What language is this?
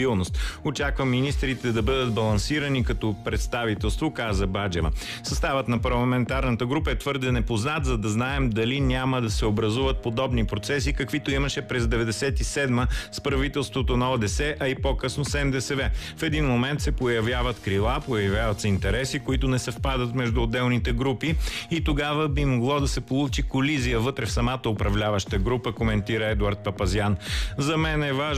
Bulgarian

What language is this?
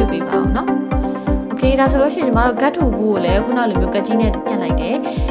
Burmese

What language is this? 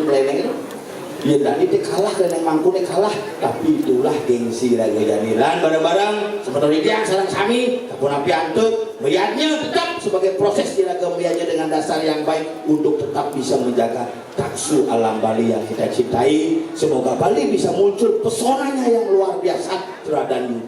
Balinese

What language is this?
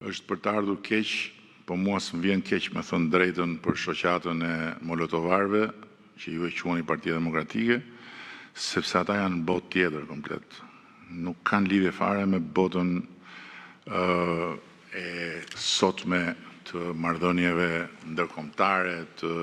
Albanian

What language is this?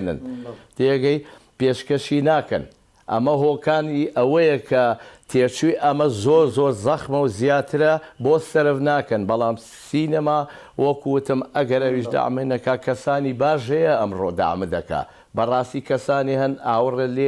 Central Kurdish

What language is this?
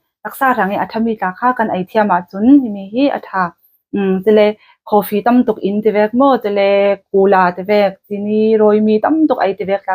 Falam Chin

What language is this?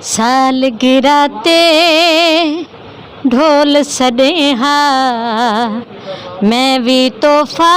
Saraiki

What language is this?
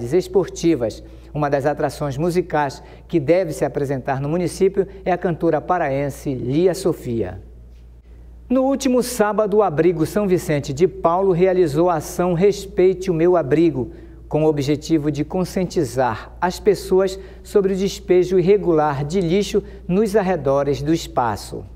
Portuguese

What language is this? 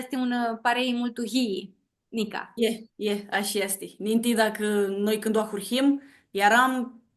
Aromanian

